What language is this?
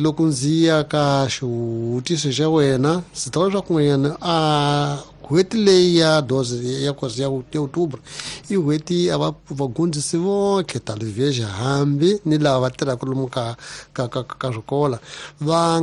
Tsonga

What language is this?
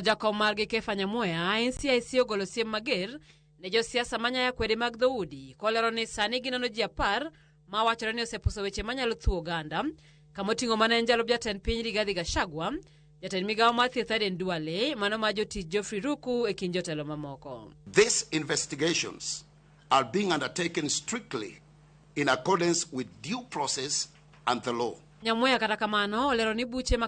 Luo (Kenya and Tanzania)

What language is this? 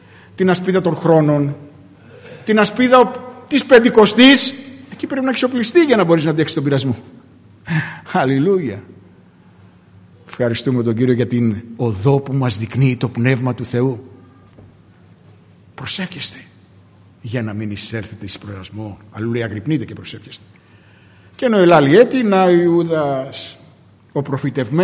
Greek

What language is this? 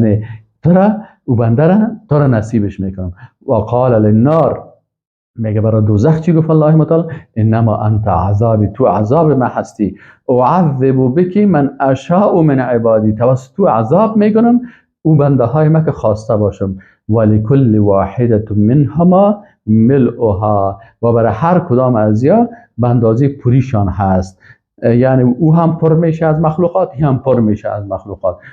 Persian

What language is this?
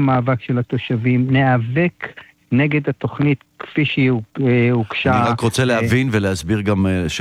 Hebrew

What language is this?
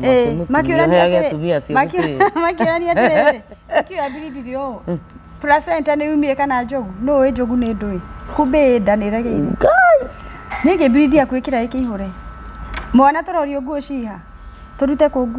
Kikuyu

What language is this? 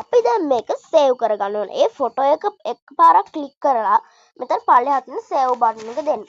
Sinhala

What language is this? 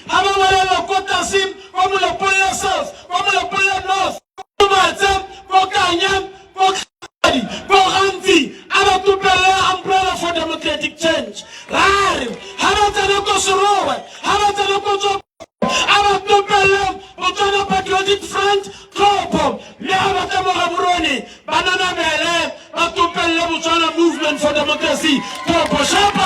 Tswana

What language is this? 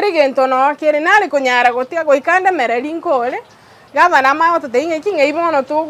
Gusii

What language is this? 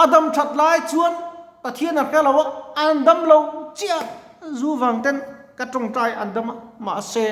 Mizo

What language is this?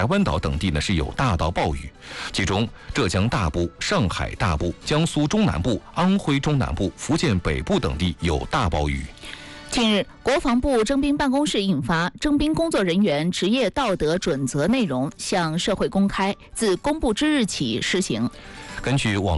Chinese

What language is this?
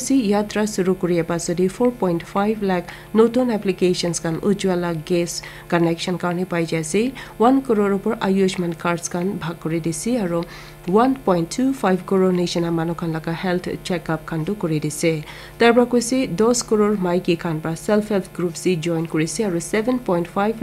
Naga Pidgin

